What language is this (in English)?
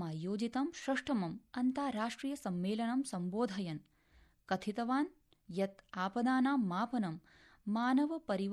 Sanskrit